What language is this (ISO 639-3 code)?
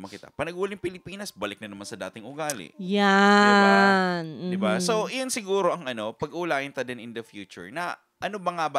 bik